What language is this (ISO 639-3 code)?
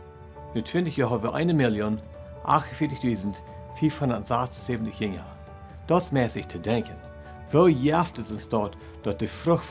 pdt